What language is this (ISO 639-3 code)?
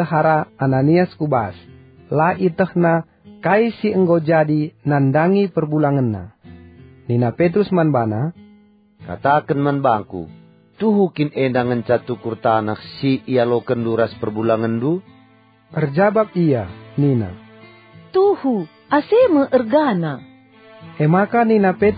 btx